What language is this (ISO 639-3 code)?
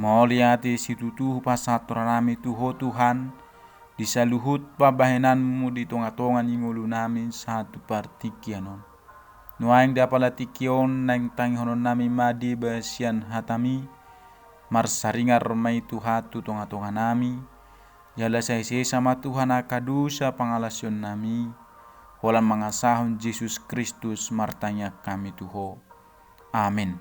bbc